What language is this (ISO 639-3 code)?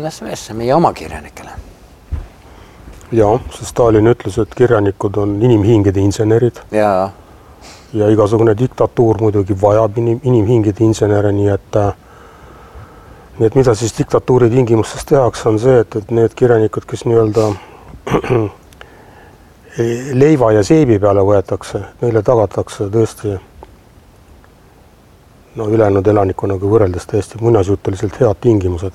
est